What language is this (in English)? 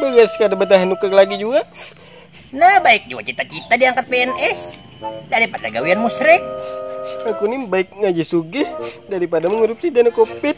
Banjar